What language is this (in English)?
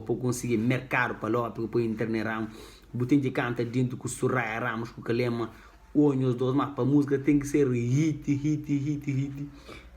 Kabuverdianu